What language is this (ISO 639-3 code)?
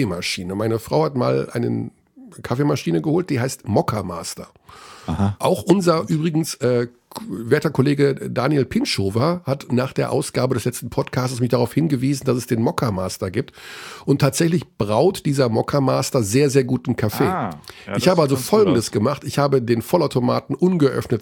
deu